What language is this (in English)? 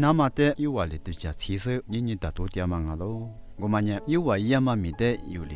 Lisu